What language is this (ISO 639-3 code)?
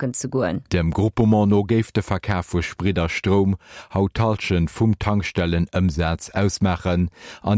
ltz